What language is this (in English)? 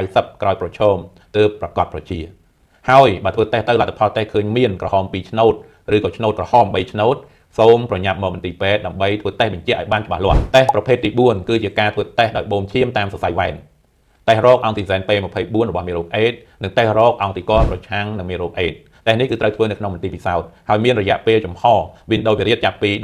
Khmer